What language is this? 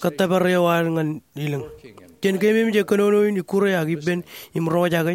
Marshallese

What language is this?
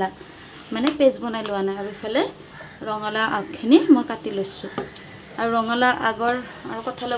Assamese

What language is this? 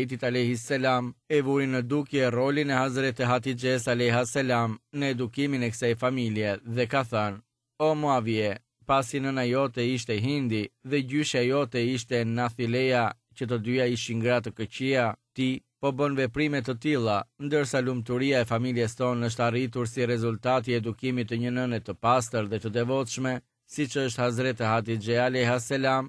Albanian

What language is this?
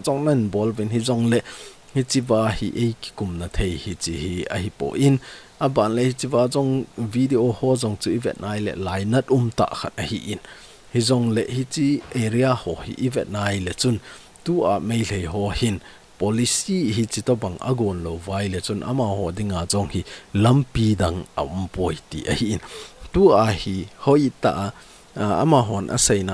Thado Chin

